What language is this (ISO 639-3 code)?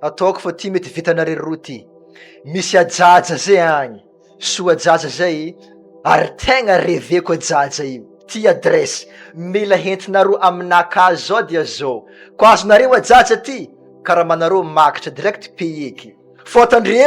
mlg